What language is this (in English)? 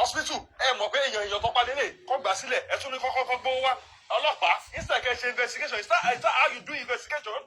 Yoruba